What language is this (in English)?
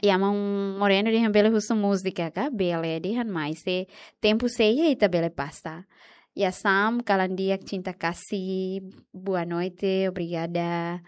Tetum